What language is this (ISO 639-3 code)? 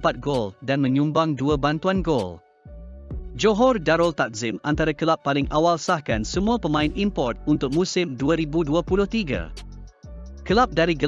msa